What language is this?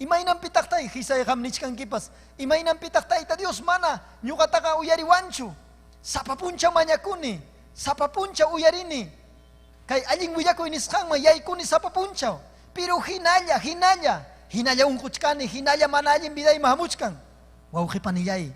Ayacucho Quechua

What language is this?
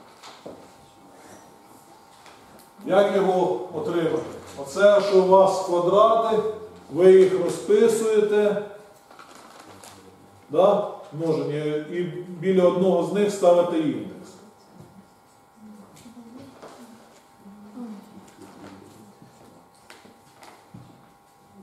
Ukrainian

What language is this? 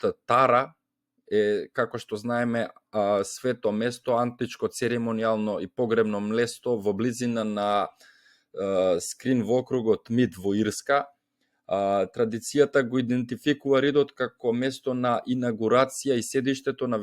Macedonian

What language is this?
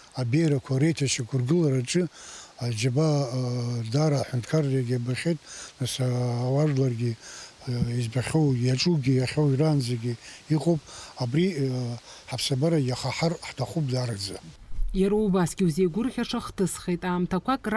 Abkhazian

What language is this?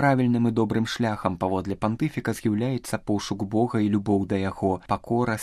Belarusian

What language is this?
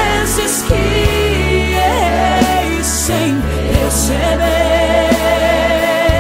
Portuguese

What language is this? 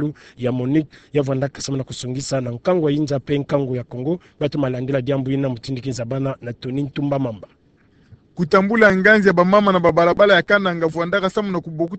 Kituba (Democratic Republic of Congo)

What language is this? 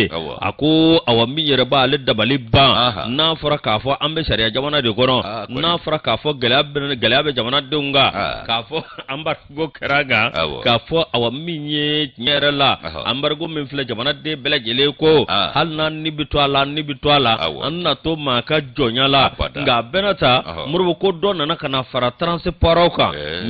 Bambara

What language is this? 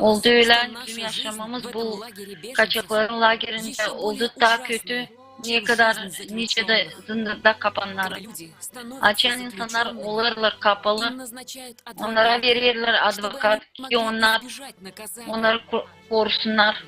Gagauz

